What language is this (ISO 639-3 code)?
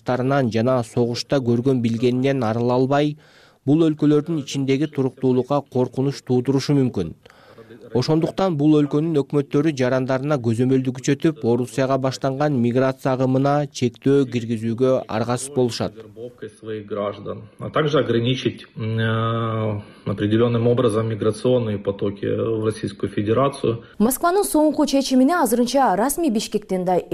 kir